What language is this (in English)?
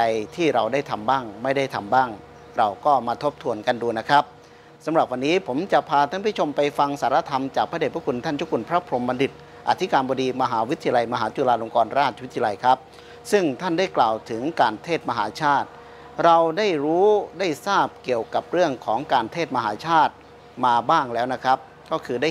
Thai